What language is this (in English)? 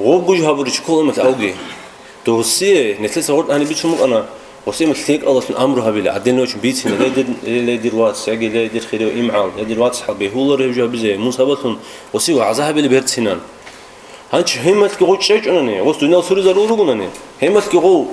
Avaric